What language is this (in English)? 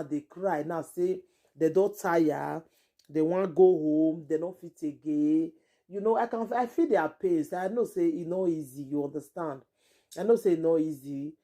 Nigerian Pidgin